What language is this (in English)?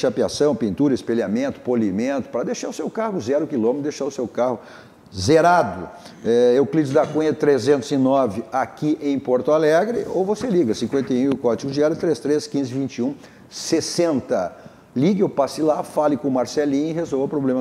Portuguese